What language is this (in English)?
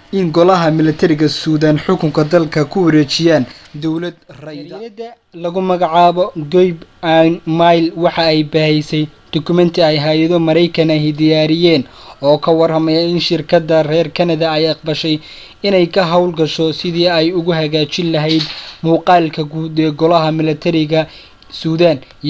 Somali